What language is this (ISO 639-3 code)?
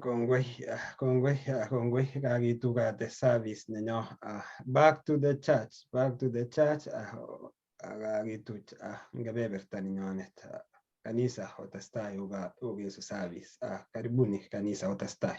kln